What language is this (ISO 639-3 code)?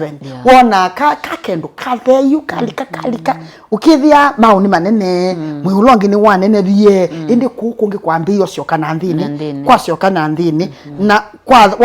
kam